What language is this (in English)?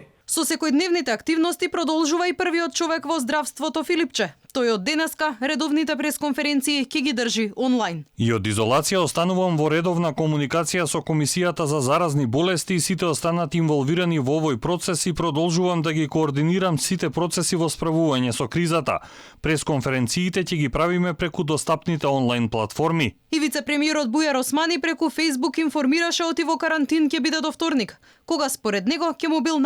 Macedonian